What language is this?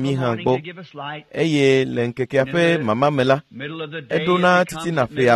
Ewe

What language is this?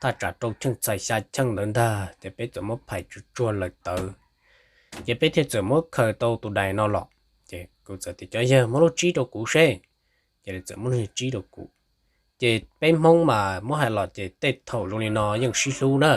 Hmong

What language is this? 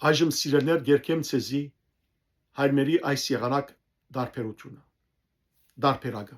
Western Armenian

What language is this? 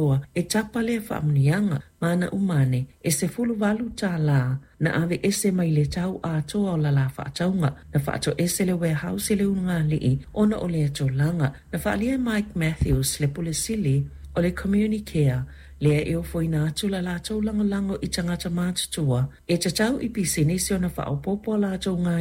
Samoan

